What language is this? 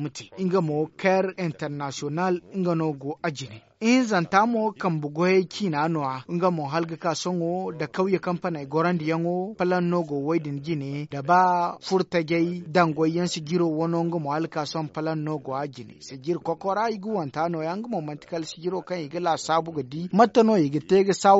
Zarma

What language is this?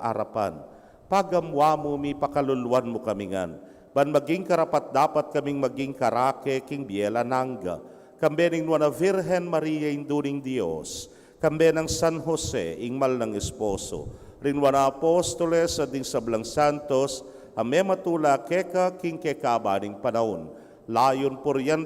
Pampanga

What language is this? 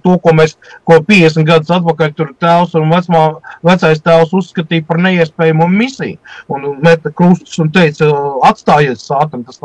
Latvian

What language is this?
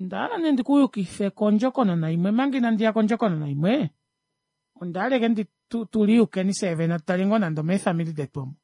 Kuanyama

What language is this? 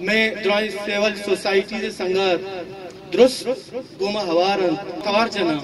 Eastern Balochi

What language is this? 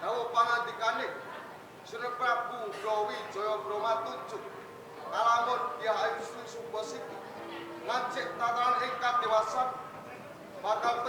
Javanese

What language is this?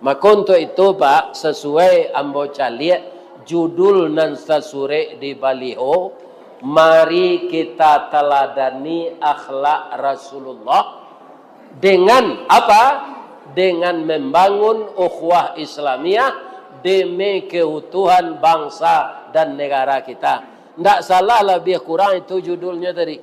Minangkabau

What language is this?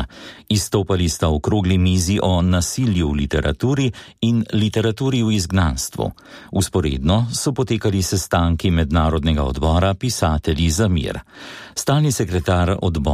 Slovenian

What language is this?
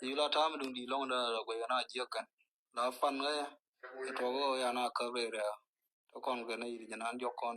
Nuer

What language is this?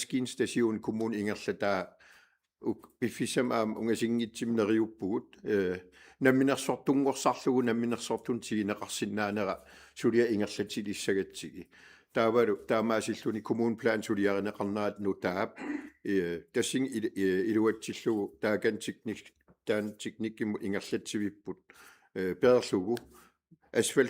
Kalaallisut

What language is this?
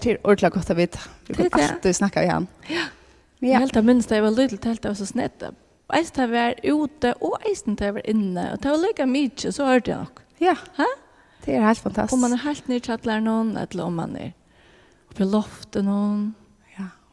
Faroese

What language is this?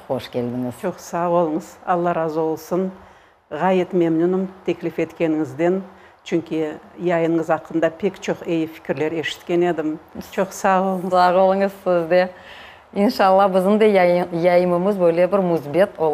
Crimean Tatar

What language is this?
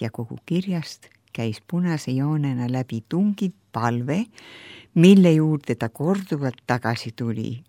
Estonian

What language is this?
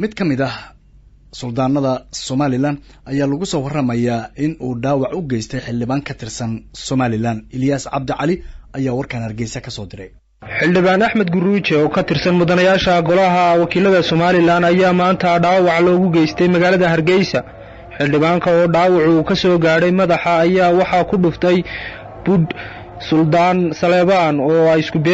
Somali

